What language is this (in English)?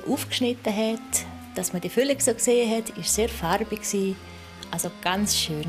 Swiss German